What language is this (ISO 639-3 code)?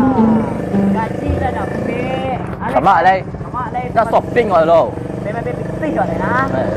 min